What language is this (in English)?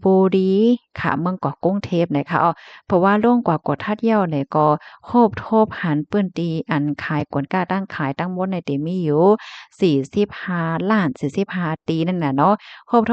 Shan